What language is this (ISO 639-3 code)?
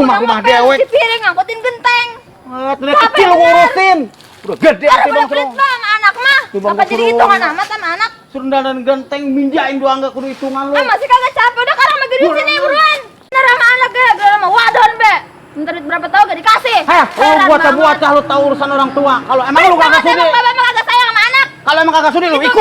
bew